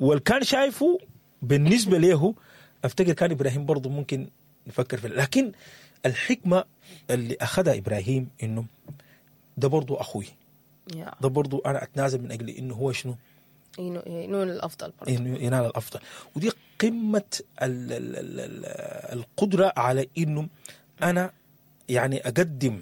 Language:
Sudanese Arabic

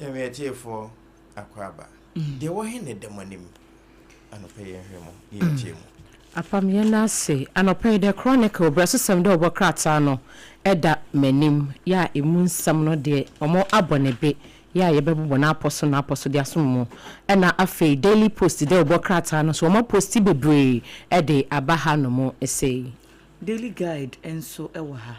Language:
Akan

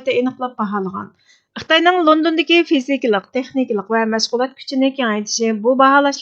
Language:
Uyghur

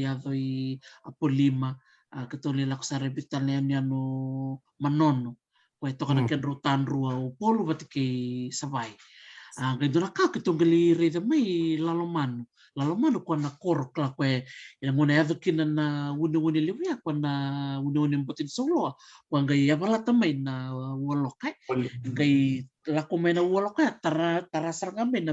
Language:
Fijian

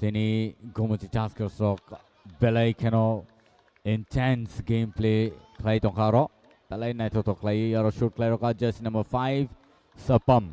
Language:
Kok Borok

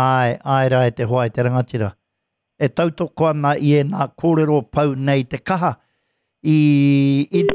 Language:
Māori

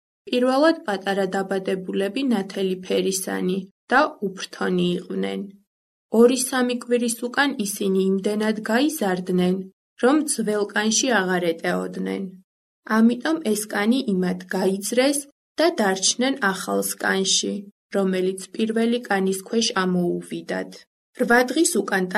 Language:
Georgian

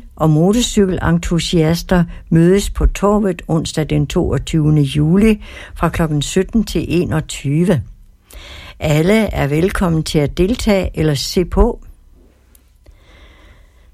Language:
Danish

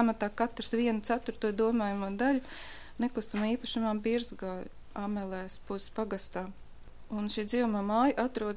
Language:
Latvian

